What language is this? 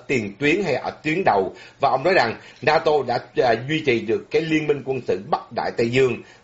Vietnamese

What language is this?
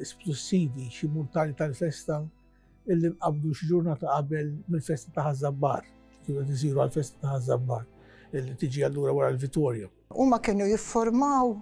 Maltese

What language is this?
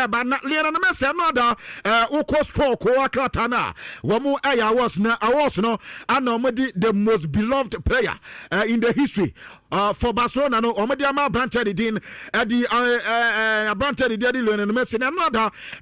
Akan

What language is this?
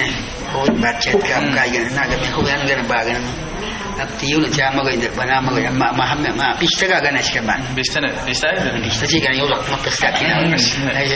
Awa-Cuaiquer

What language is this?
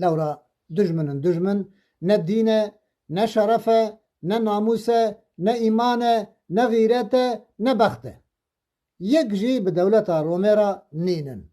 Kurdish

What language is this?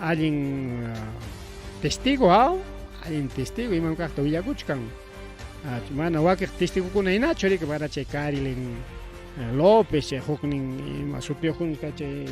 Ayacucho Quechua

